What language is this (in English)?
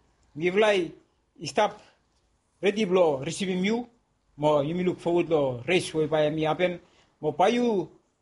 Bislama